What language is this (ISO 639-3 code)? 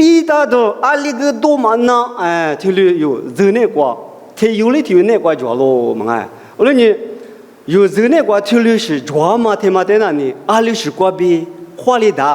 lis